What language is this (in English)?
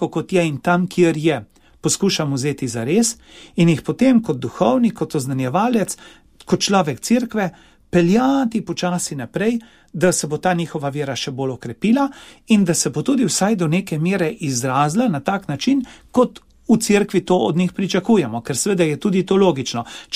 Slovenian